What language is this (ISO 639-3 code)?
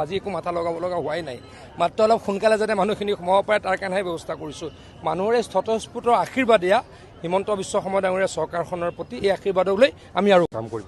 asm